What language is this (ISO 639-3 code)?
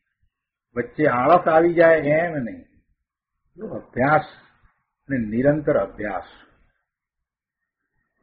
guj